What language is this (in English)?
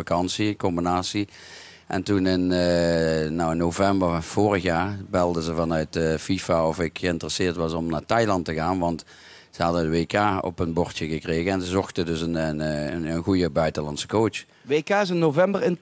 Dutch